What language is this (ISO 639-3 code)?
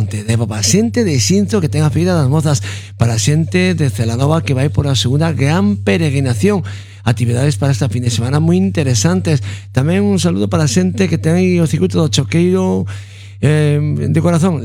glg